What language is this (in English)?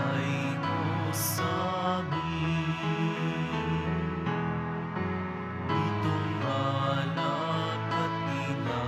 Filipino